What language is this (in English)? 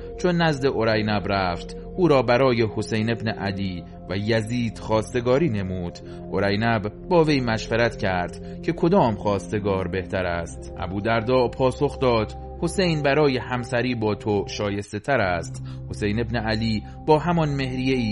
Persian